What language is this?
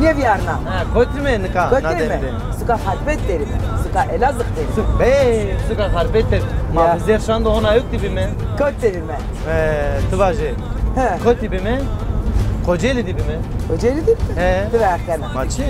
Zaza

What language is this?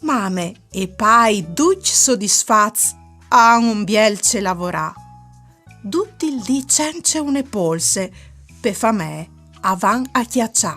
Friulian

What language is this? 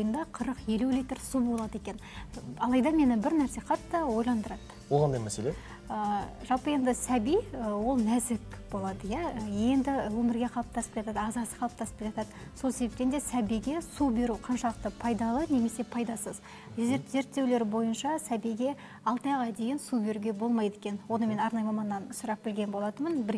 Kazakh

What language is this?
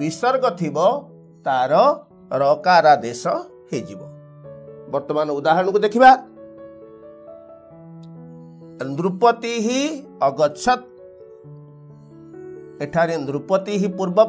Odia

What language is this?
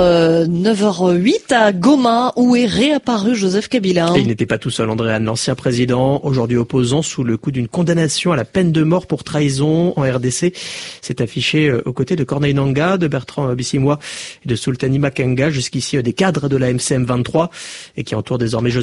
French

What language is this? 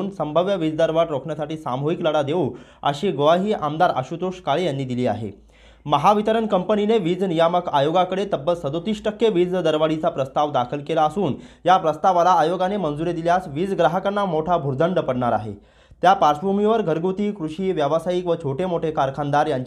Marathi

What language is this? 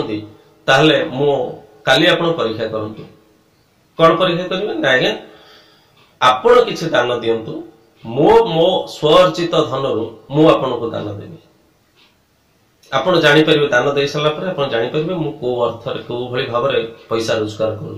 Odia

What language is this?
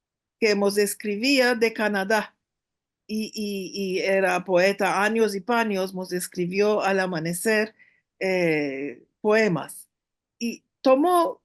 Ladino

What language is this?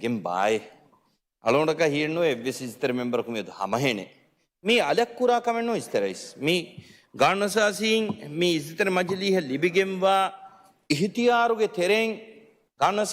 Divehi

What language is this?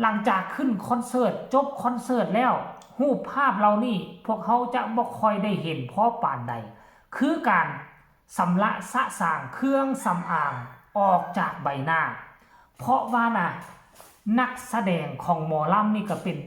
Northeastern Thai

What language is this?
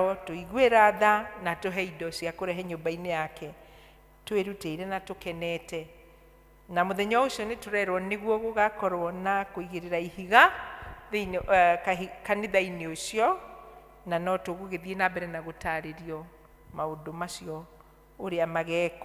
Kikuyu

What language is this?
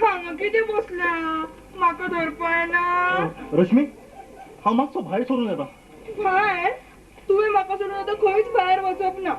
Konkani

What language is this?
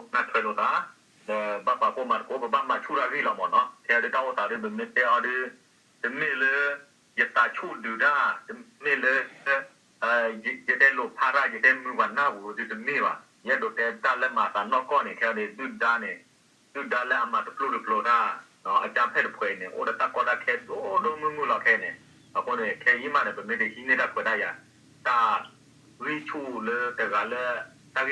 S'gaw Karen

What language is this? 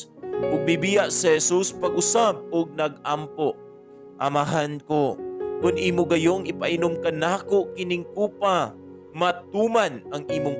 Cebuano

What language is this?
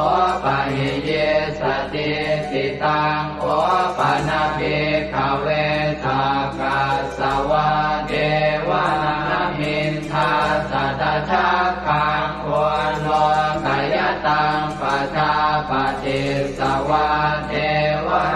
Pali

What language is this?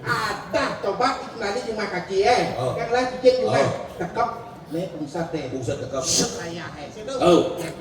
Balinese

